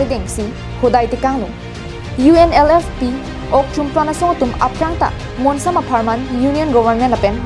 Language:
Karbi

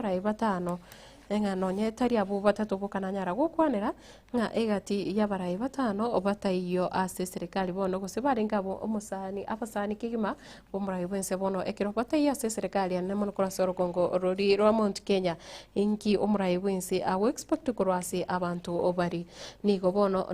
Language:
Gusii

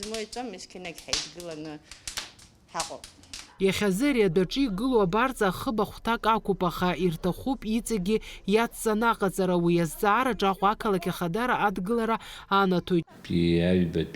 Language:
Abkhazian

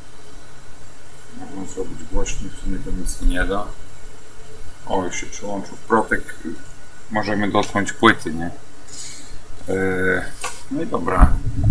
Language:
Polish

